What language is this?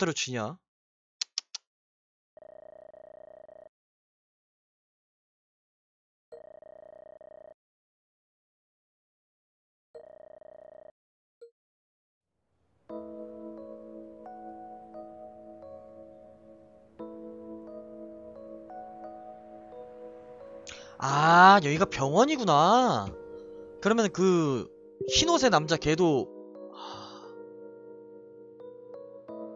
Korean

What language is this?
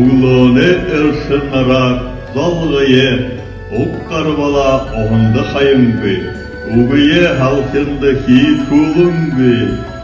Buriat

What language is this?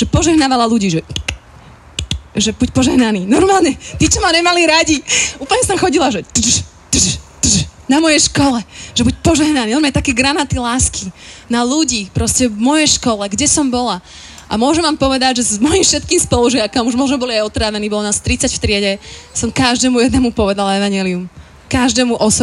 Slovak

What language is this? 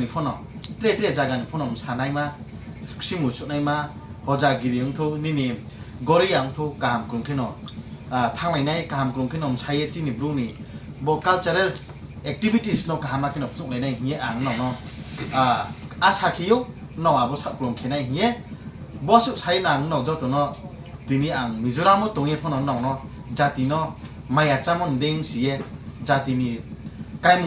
Riang (India)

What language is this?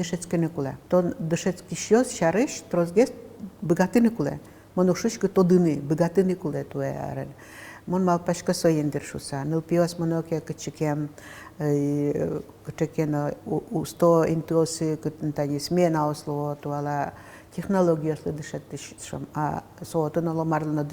Udmurt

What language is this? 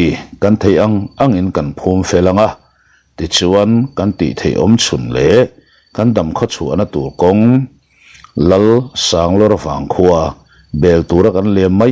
Mizo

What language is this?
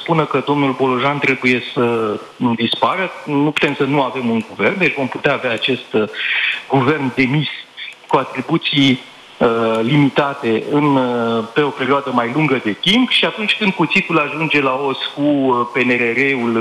Romanian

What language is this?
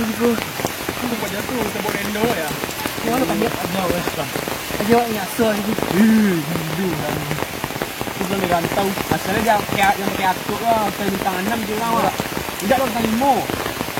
Minangkabau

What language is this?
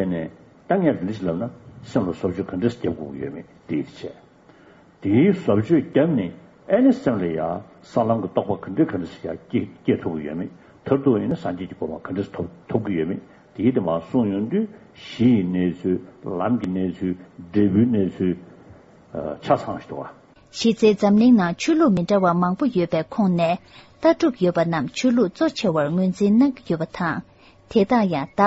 Tibetan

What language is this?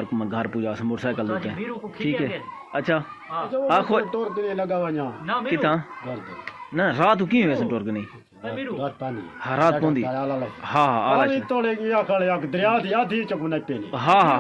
Saraiki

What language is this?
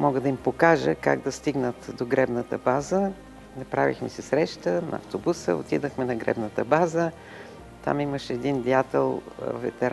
Bulgarian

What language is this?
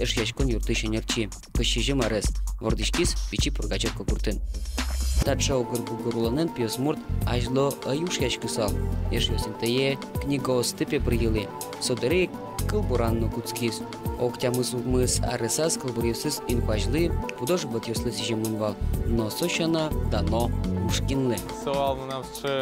Udmurt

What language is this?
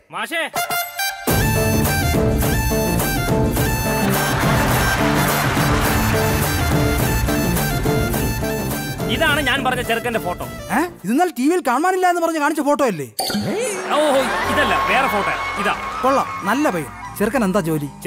Malayalam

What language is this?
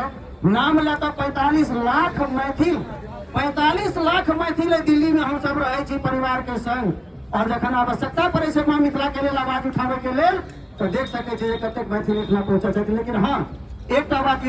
Maithili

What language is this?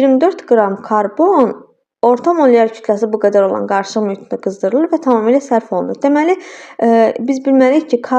Azerbaijani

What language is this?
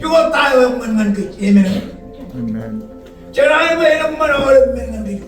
Marshallese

